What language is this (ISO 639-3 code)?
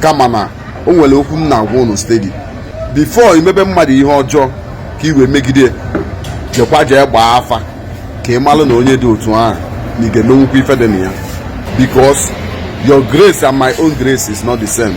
ibo